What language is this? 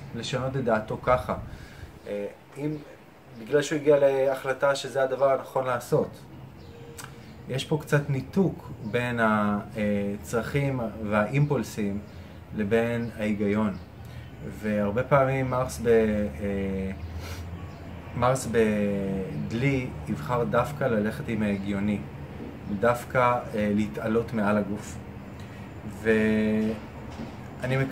Hebrew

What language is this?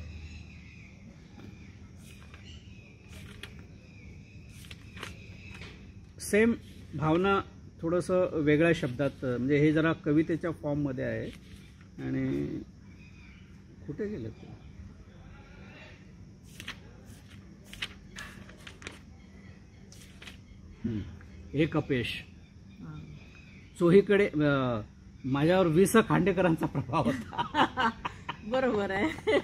Marathi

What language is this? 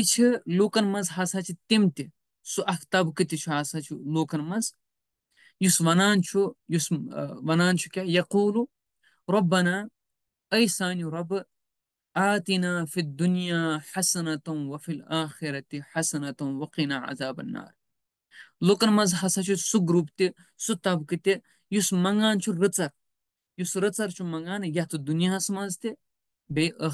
Kashmiri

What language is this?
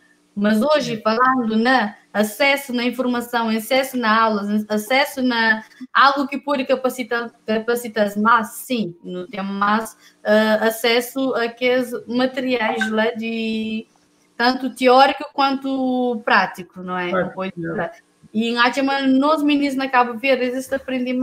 Kabuverdianu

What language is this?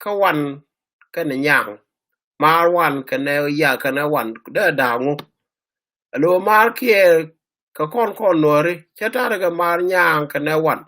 Nuer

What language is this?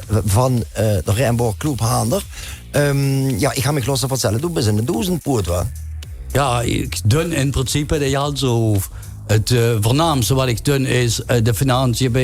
Limburgish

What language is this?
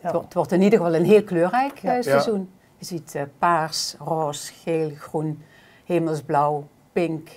Limburgish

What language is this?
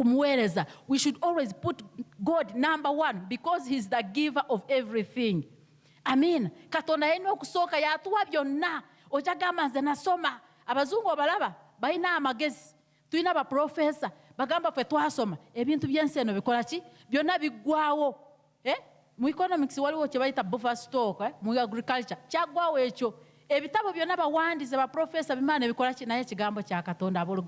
Ganda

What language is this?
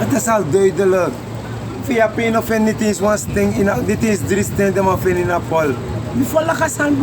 Sranan Tongo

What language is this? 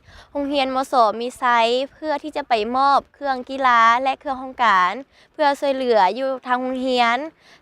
Lao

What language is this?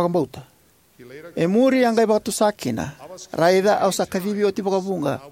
Fijian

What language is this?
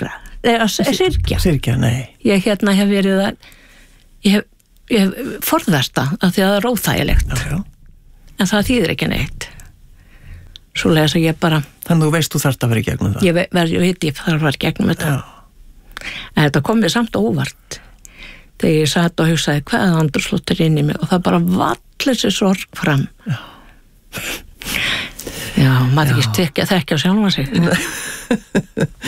Icelandic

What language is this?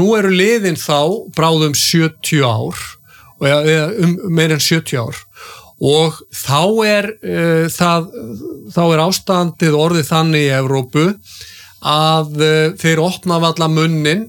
Icelandic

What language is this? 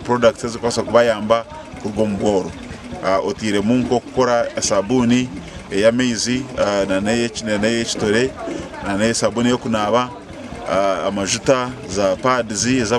Nyankole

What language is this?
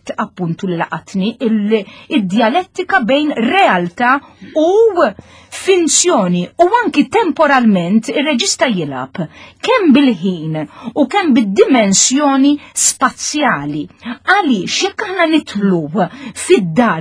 Maltese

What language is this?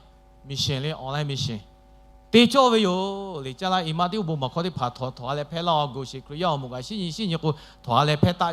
Lahu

